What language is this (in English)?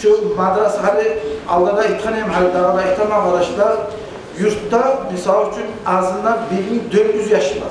Kumyk